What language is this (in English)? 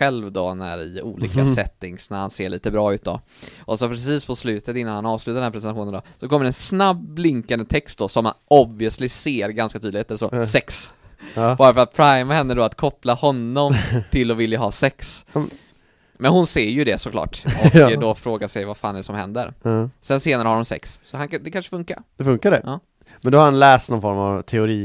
Swedish